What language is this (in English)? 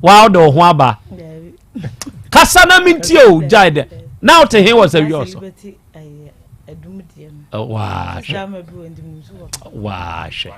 Akan